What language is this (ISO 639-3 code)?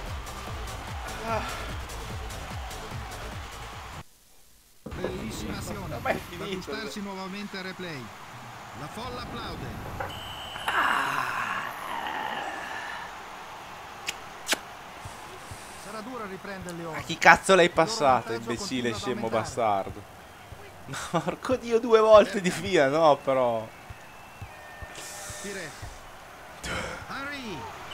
ita